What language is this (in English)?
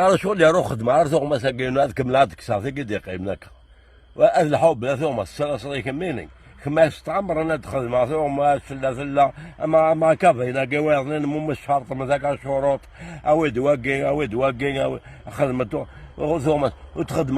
Kabyle